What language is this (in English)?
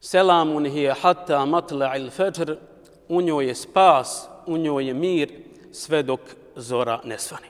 Bosnian